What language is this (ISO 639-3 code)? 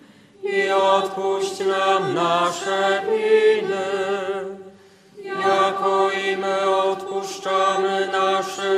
pol